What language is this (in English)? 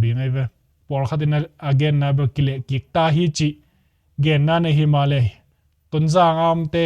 Tedim Chin